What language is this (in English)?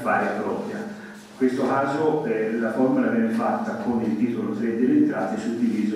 Italian